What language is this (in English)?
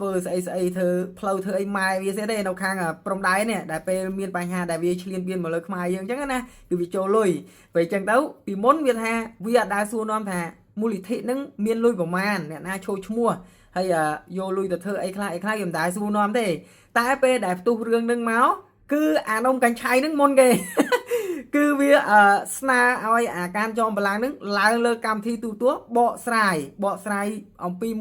Khmer